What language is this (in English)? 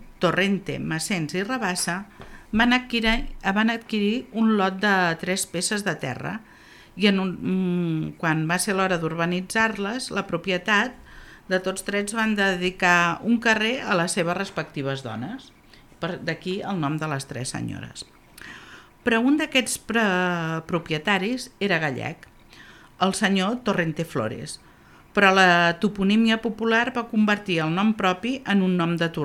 Catalan